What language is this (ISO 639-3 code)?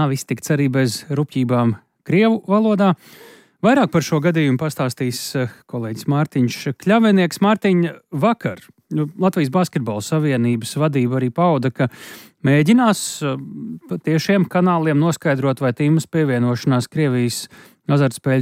lav